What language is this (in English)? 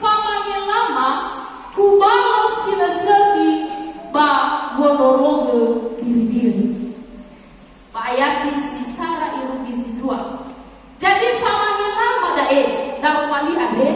Nias